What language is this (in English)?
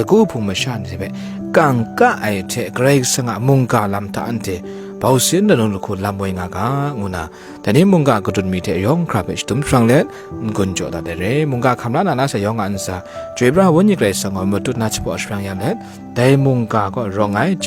Kachin